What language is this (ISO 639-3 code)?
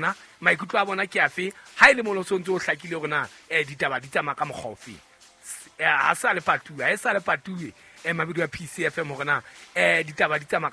sot